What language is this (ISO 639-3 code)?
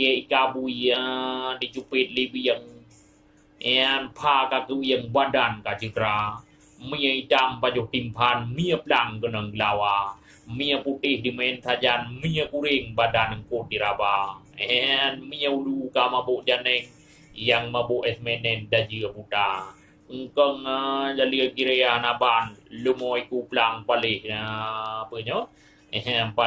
ace